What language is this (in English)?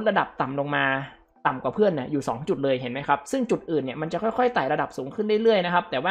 Thai